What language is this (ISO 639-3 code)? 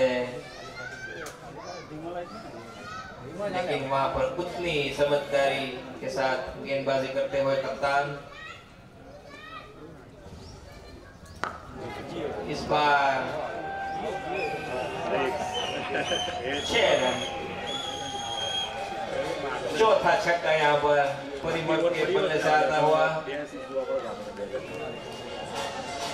hin